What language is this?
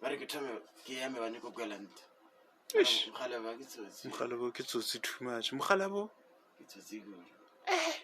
Northern Sotho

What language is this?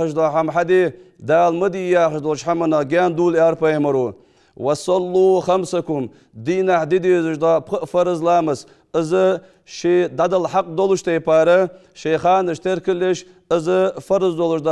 Ingush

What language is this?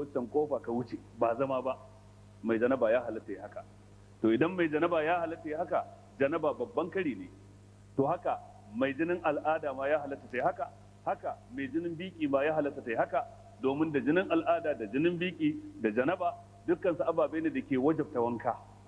Hausa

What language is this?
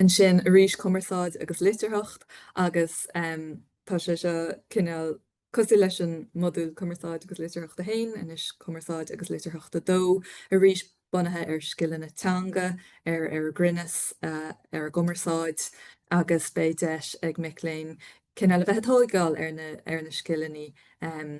Irish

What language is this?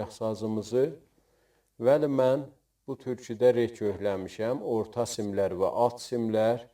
South Azerbaijani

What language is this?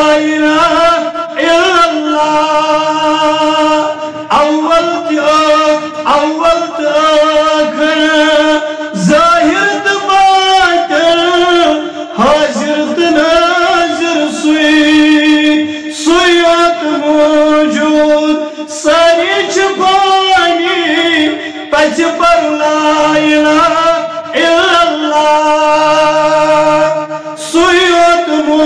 Kashmiri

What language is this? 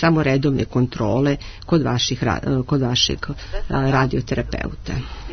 Serbian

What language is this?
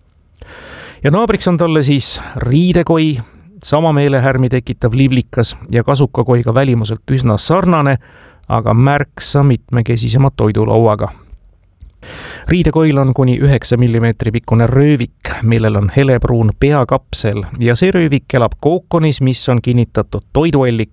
Estonian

